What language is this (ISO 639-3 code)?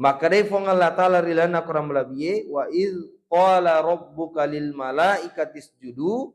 bug